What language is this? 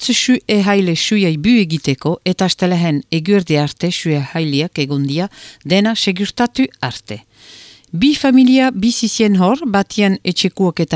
Basque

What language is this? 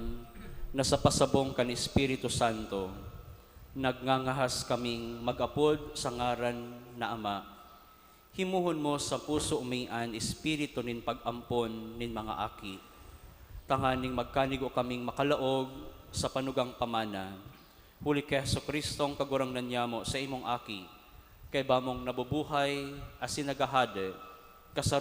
Bikol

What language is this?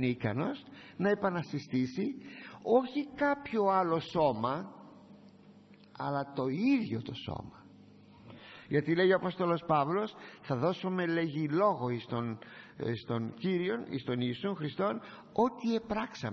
Greek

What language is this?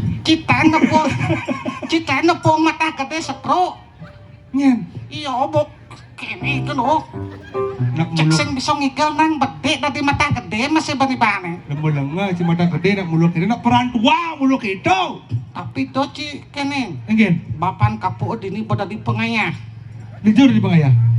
Balinese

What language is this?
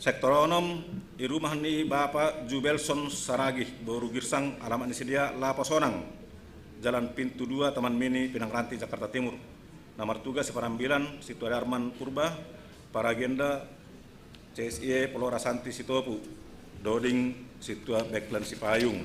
Batak Simalungun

